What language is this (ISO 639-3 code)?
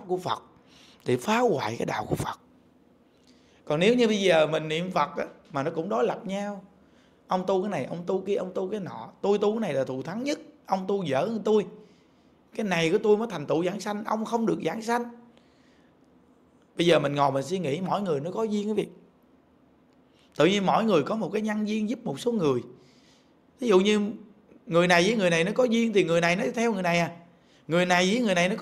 vie